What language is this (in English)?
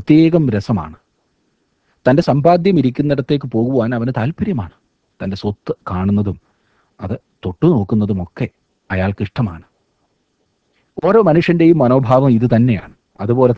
Malayalam